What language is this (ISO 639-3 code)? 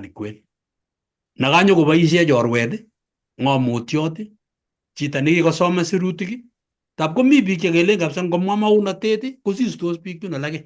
kln